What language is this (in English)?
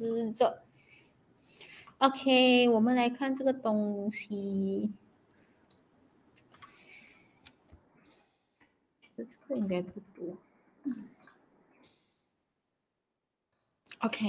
Chinese